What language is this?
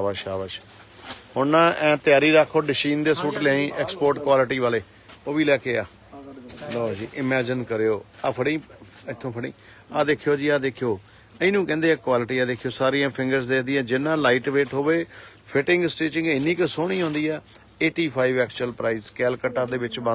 Punjabi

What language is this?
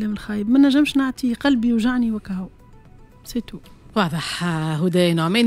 Tunisian Arabic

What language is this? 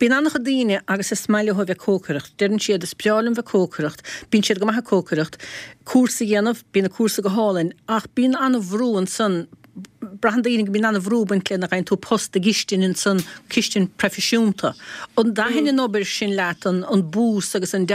Irish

